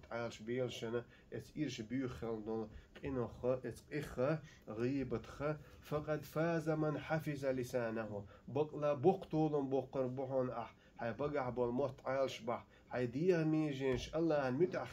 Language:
Chechen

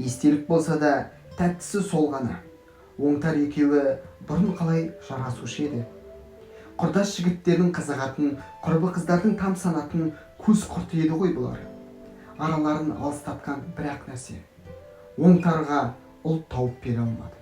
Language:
Kazakh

